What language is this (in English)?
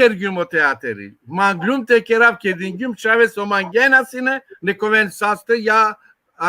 Balkan Romani